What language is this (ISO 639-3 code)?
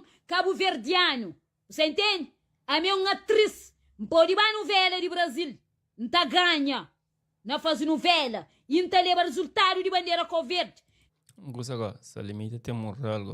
kea